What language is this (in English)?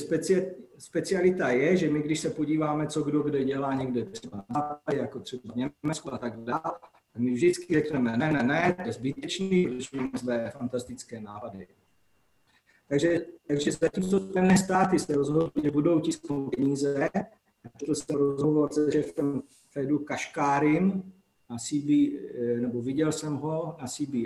Czech